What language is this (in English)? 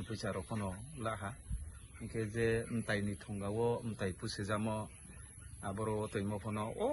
Riang (India)